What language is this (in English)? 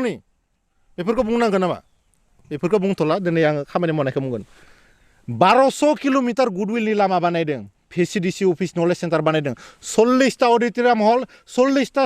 Bodo